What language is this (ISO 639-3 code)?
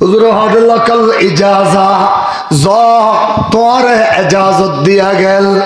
rhg